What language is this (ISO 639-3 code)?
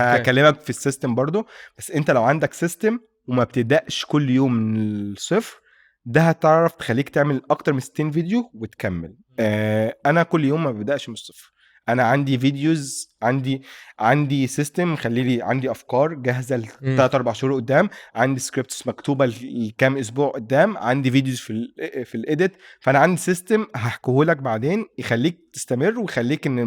arz